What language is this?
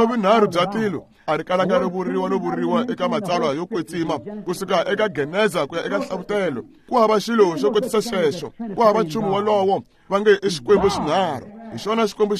Tsonga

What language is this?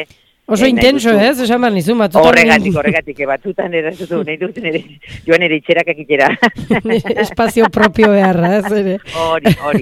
Basque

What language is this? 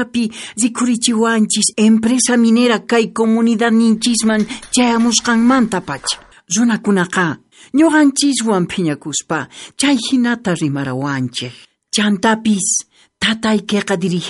South Bolivian Quechua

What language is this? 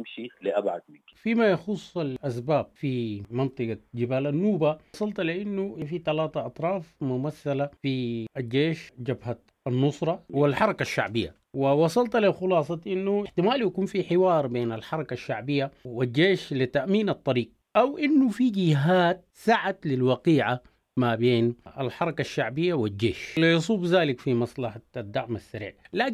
Sudanese Arabic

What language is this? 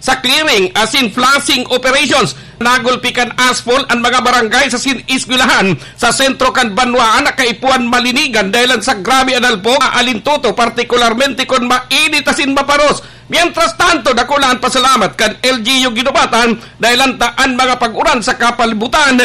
Bikol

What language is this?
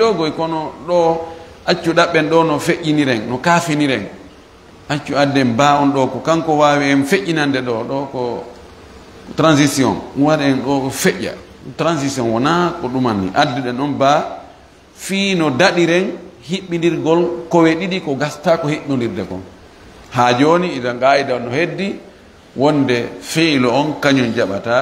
Fula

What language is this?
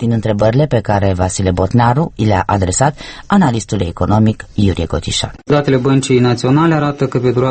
Romanian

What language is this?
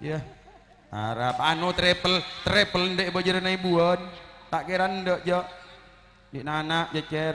Madurese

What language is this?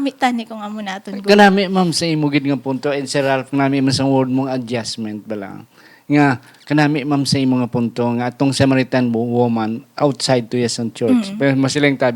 Hiligaynon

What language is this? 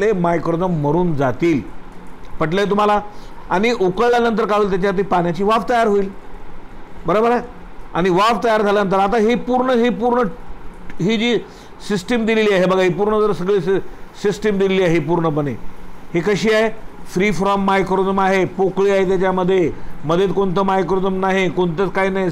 Marathi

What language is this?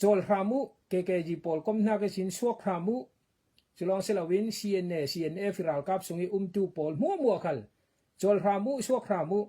Falam Chin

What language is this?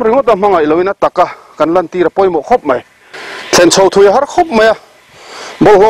Mizo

